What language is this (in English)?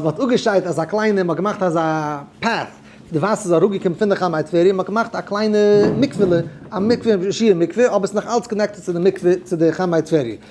Yiddish